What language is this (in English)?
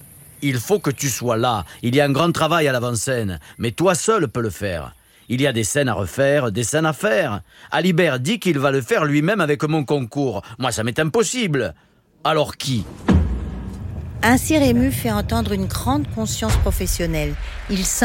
French